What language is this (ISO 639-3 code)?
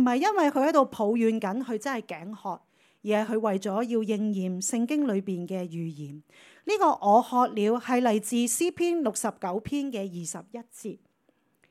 yue